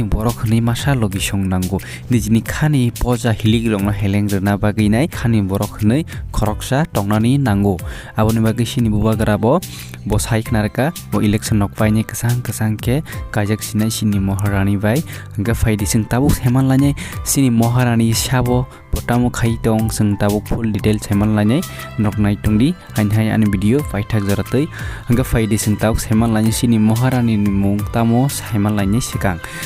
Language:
Kok Borok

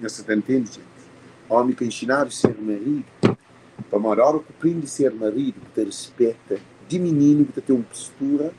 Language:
Kabuverdianu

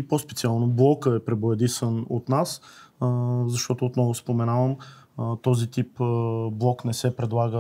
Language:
Bulgarian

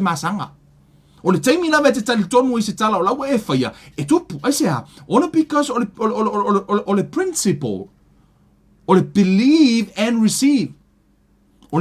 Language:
Samoan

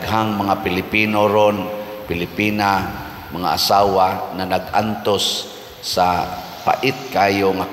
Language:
Cebuano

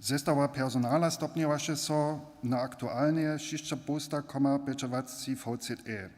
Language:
Upper Sorbian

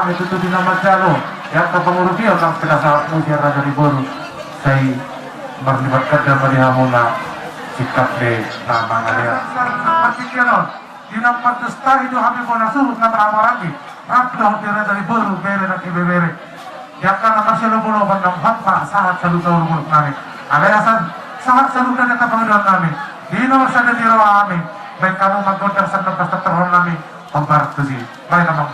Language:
Batak Toba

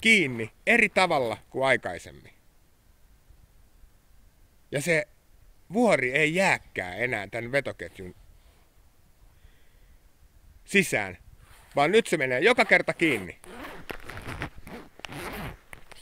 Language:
Finnish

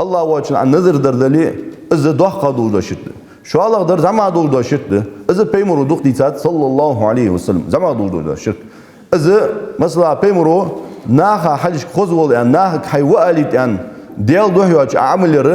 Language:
Ingush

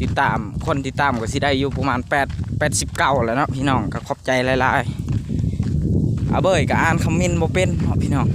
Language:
Lao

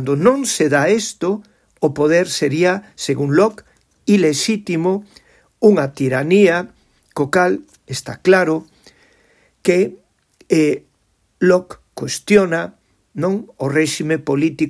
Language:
Galician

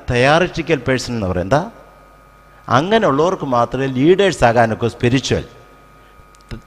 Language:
Malayalam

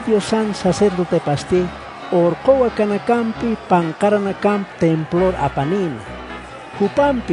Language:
Aymara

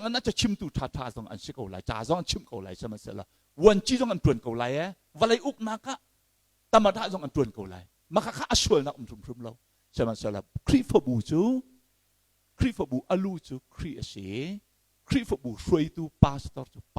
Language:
Hakha Chin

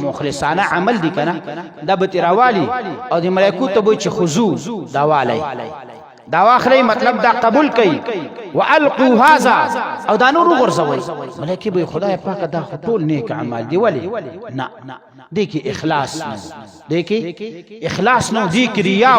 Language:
Pashto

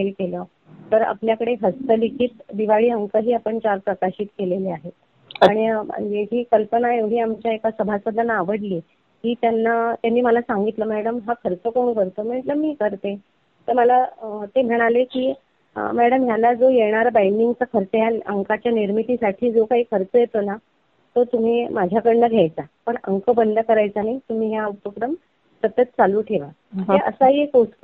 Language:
Marathi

